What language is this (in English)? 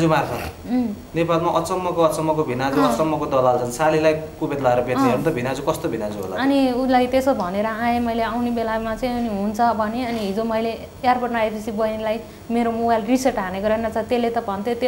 Nepali